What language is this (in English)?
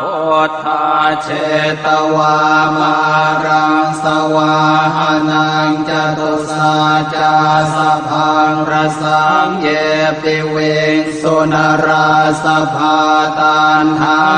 Pali